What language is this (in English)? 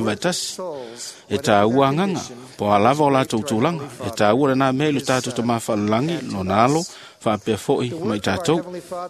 Samoan